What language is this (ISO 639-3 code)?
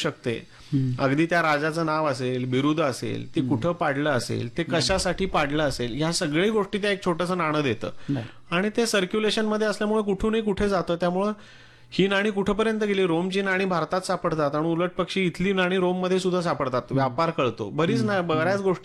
mar